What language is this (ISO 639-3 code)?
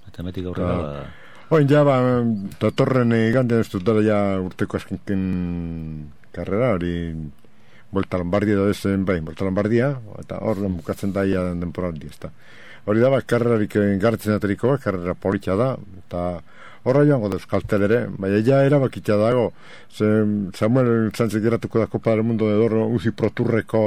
eus